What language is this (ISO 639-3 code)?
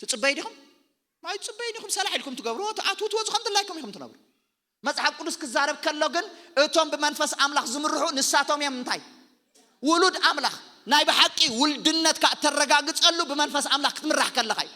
tir